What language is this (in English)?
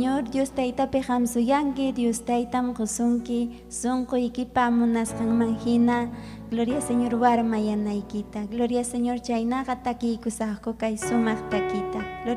Ayacucho Quechua